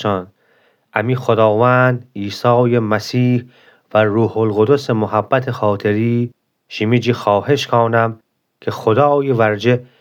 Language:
Gilaki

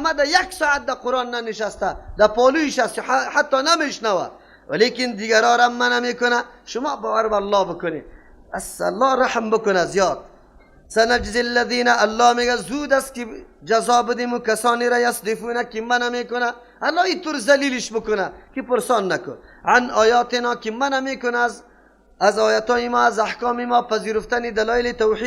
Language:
Persian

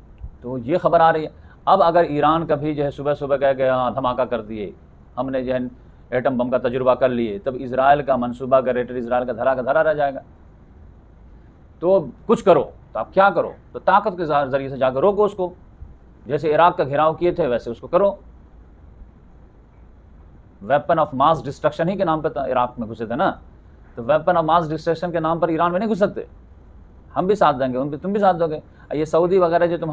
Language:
Hindi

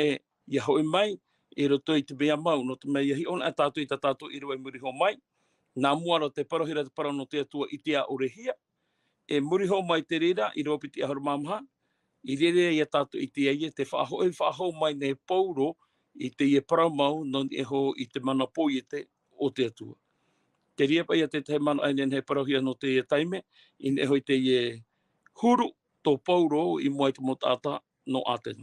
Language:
Tahitian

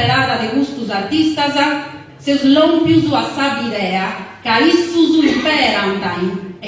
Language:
Sardinian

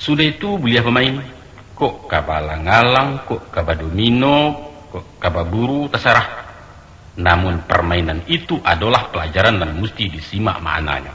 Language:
Minangkabau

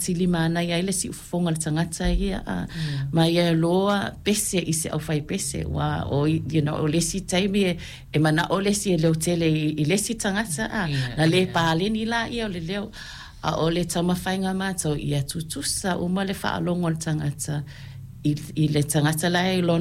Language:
Samoan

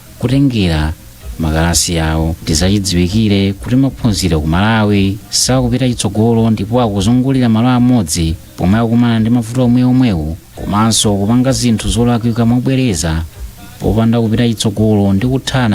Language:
Nyanja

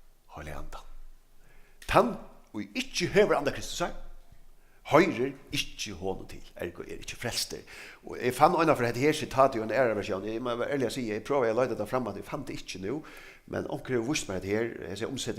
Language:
Faroese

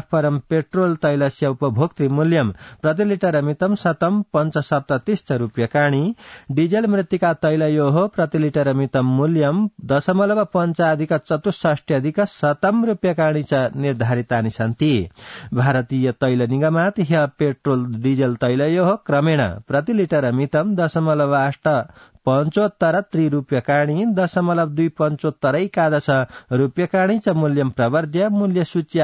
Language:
Sanskrit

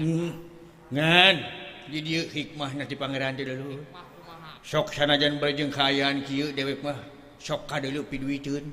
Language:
Sundanese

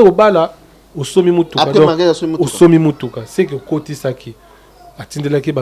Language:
Lingala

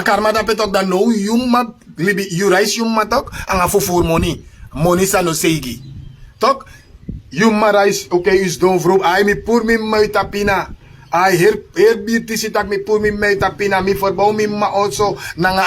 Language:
Sranan Tongo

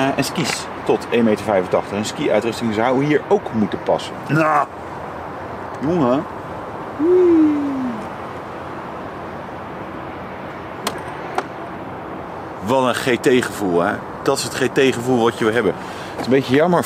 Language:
Dutch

